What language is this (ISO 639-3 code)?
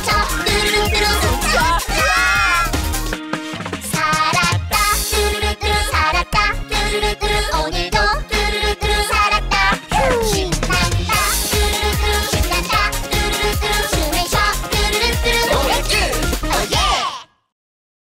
kor